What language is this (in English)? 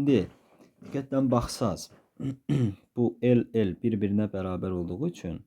Azerbaijani